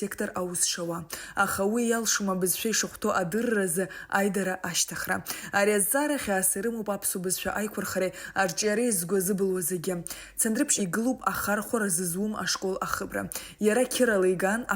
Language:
Abkhazian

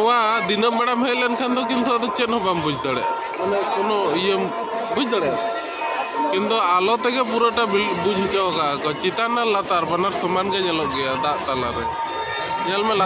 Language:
Santali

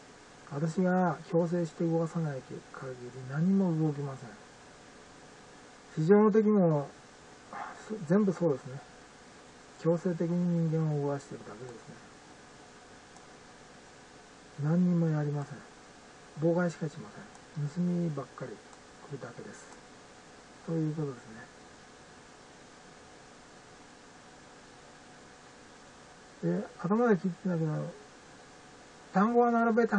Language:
Japanese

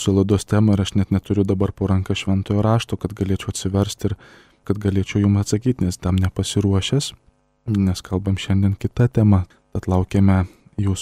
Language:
Lithuanian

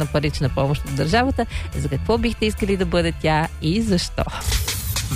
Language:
Bulgarian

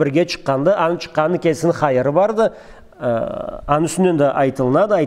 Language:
Karachay-Balkar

